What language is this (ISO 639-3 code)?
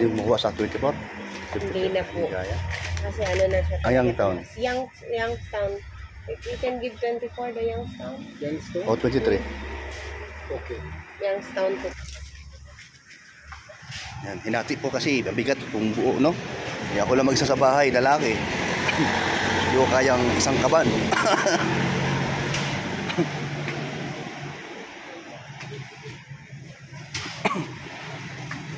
fil